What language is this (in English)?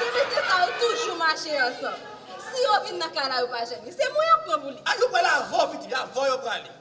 Haitian Creole